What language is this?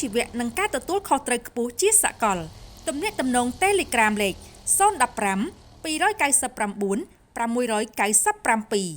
Khmer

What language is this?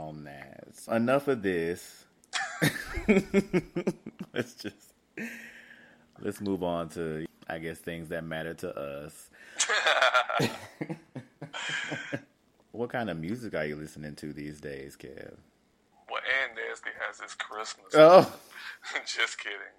English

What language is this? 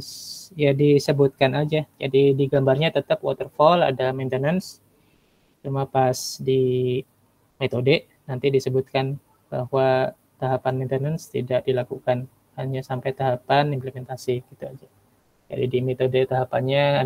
Indonesian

